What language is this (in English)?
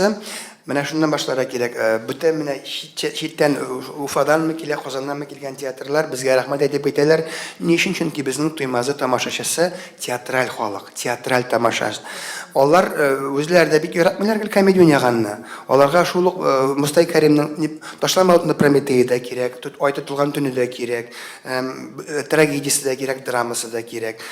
Tatar